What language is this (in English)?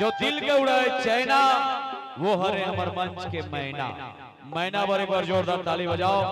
Chhattisgarhi